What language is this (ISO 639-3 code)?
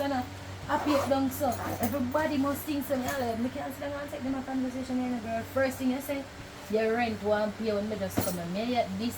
jam